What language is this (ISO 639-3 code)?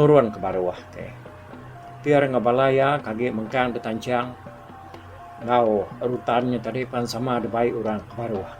iba